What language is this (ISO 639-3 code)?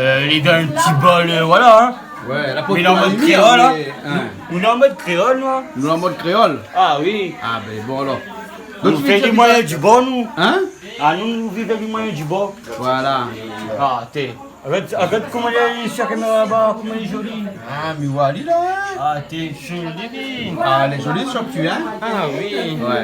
rcf